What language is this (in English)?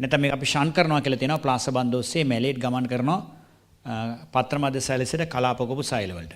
Sinhala